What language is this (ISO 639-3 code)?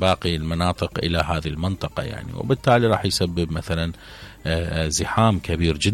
acm